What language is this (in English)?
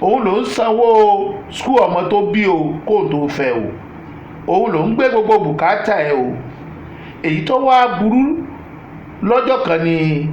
Yoruba